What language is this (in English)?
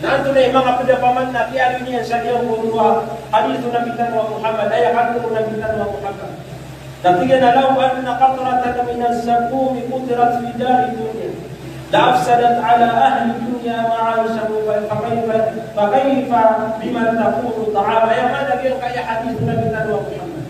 Maranao